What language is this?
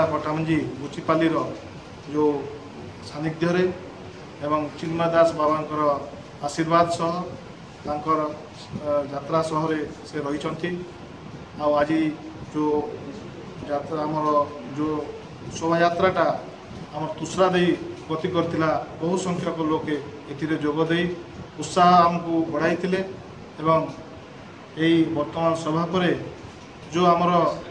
Odia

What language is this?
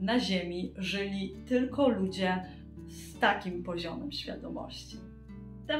Polish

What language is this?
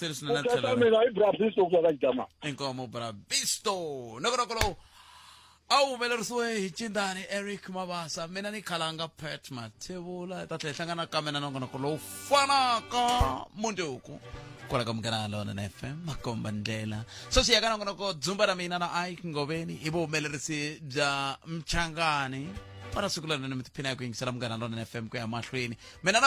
Tsonga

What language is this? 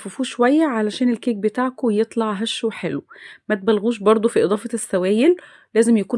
Egyptian Arabic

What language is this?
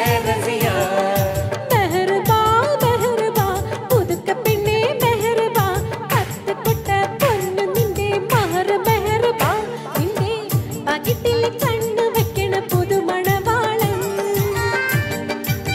Malayalam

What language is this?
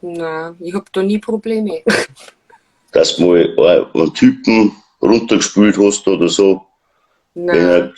Bavarian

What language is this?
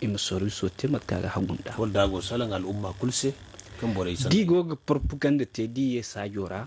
Zarma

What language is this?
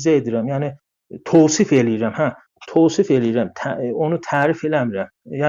South Azerbaijani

